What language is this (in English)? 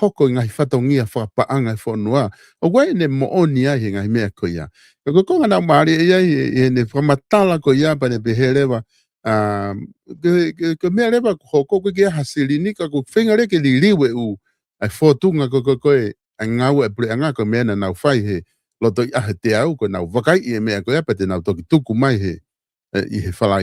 Tongan